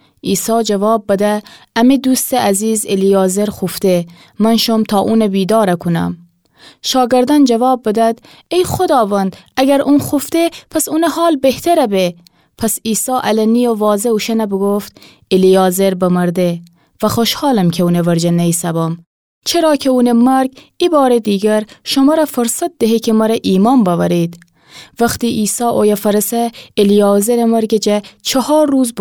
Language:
Gilaki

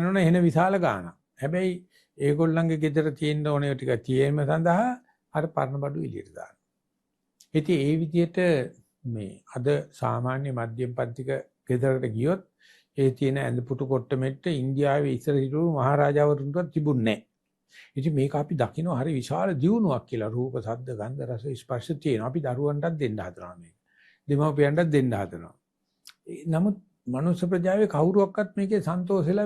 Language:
Sinhala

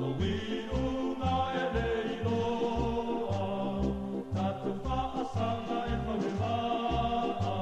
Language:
Samoan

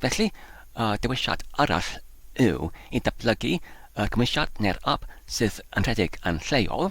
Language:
Welsh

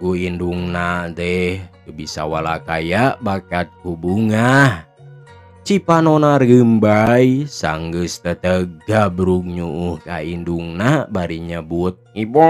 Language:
Sundanese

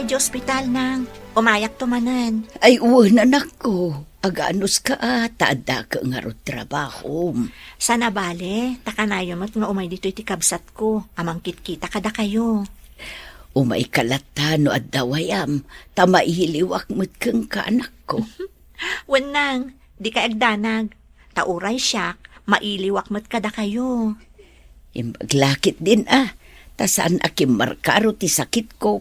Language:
Iloko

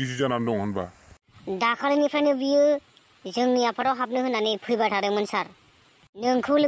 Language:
Bodo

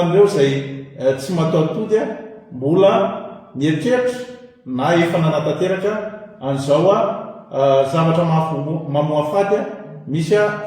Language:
Malagasy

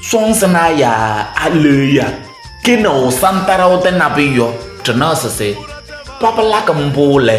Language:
Kabiyè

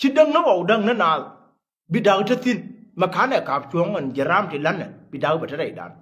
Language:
Nuer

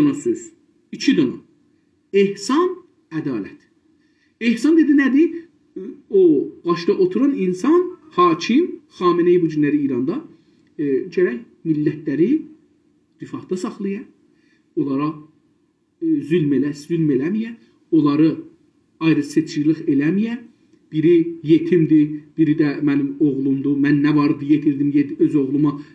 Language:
South Azerbaijani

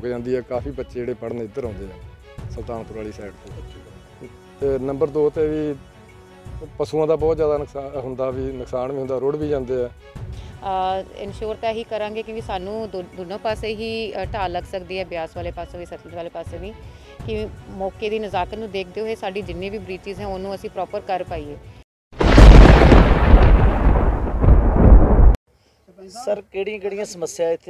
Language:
Punjabi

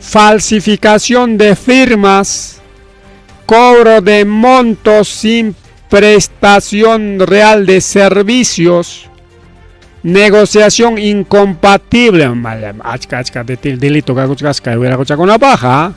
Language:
Ayacucho Quechua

